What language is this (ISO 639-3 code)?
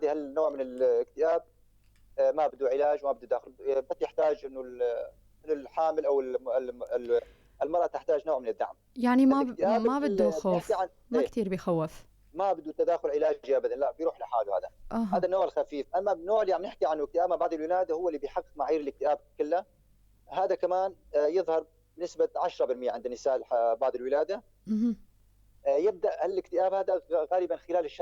apc